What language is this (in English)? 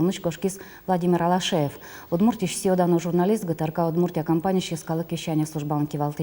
Udmurt